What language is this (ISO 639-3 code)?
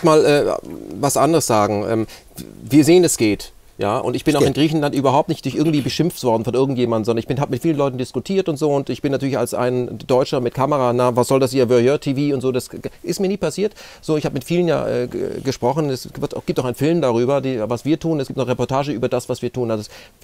deu